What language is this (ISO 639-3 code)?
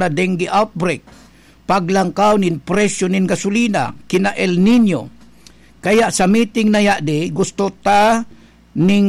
bik